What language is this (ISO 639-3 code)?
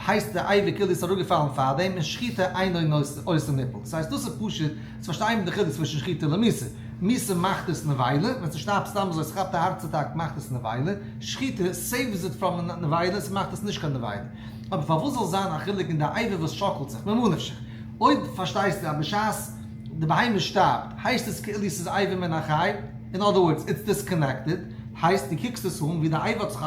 yid